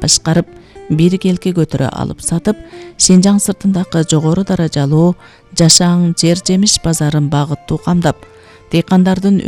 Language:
Kyrgyz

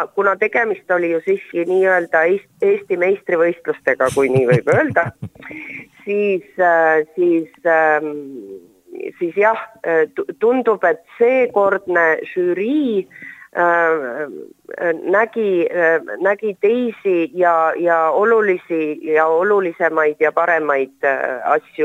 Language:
Estonian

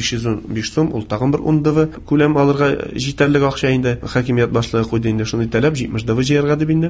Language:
Tatar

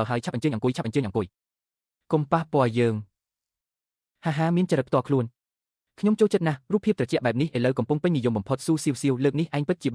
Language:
Khmer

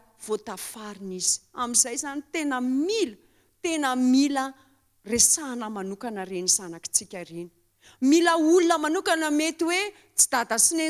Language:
Malagasy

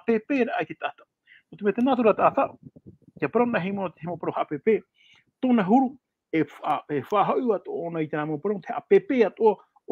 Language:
Tahitian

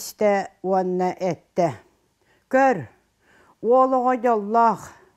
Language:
Yakut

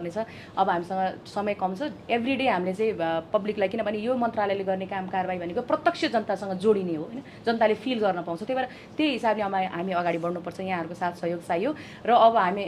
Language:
Nepali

